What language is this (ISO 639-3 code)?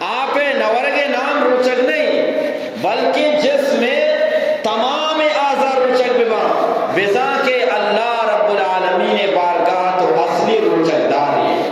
bgp